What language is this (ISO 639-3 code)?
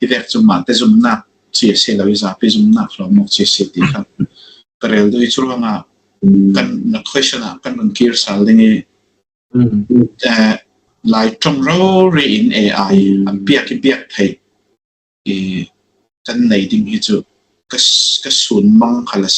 cfm